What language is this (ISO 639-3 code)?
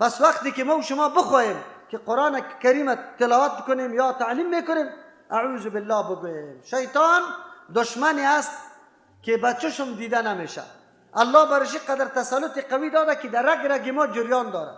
fas